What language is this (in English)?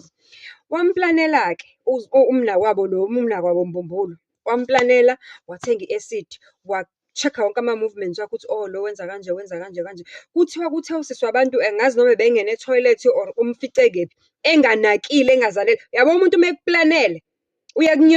Zulu